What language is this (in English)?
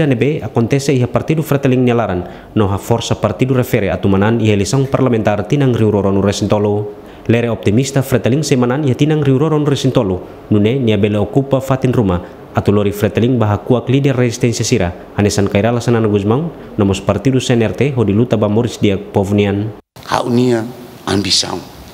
Tetum